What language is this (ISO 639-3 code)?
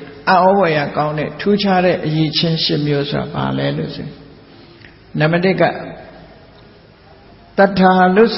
mya